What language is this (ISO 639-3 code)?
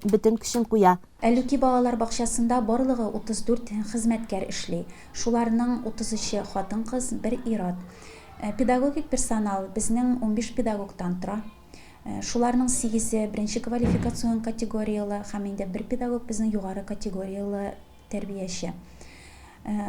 tat